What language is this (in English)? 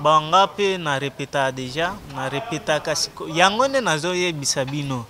Lingala